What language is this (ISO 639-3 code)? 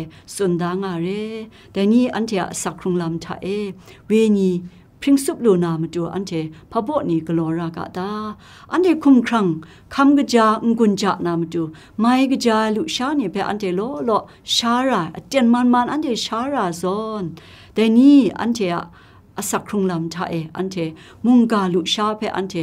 kac